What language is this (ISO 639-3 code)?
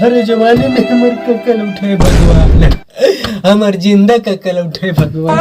hne